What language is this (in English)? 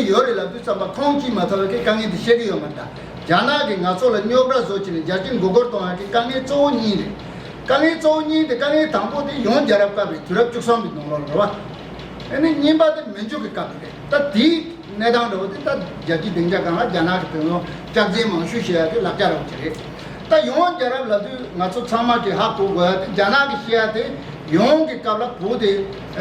Tibetan